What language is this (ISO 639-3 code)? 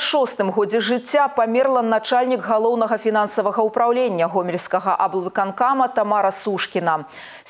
bel